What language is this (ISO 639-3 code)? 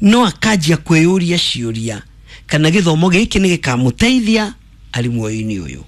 kik